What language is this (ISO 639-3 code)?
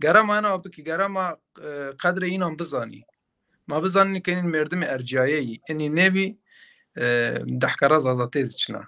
zza